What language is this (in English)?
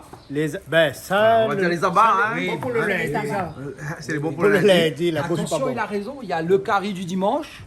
Réunion Creole French